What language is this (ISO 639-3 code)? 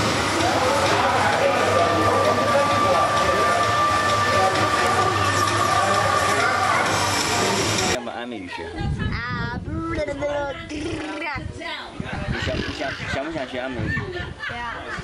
zho